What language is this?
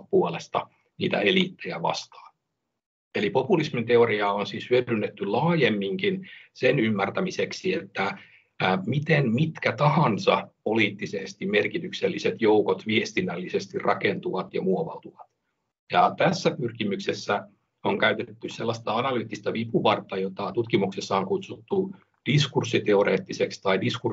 Finnish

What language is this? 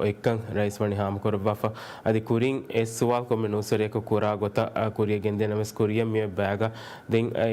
Divehi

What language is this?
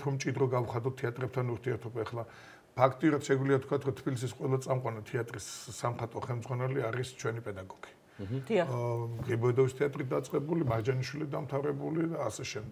Georgian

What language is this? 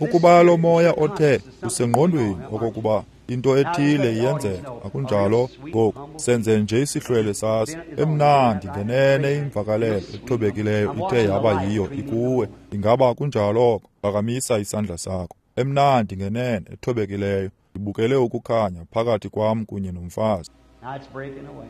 Xhosa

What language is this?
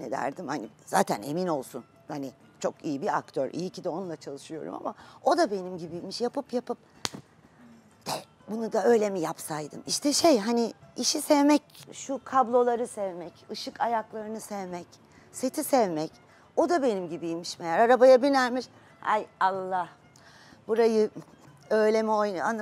Turkish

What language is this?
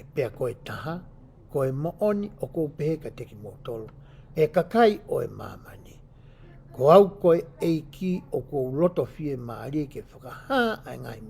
Tongan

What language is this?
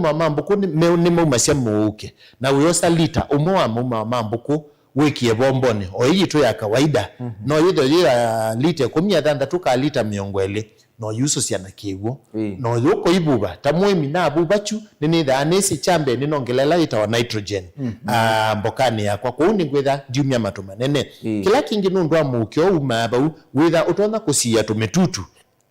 Kamba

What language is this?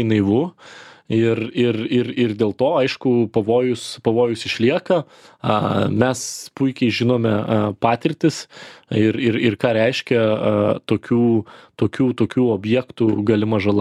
Lithuanian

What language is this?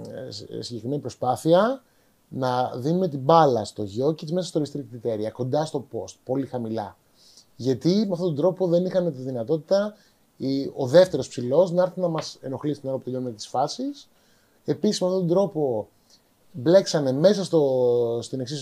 Greek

